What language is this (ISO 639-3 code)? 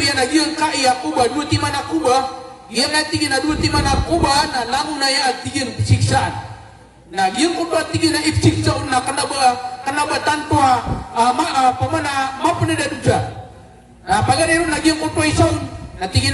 mrw